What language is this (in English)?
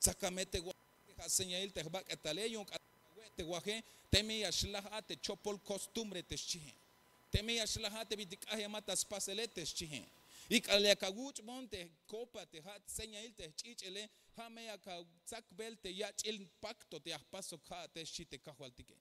Tzeltal